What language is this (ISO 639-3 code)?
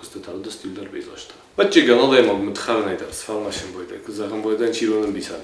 oss